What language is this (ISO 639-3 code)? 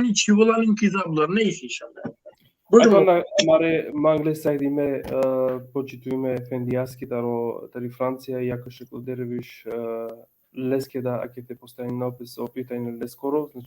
rmn